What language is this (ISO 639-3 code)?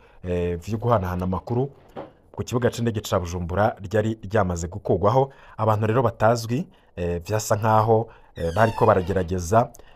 run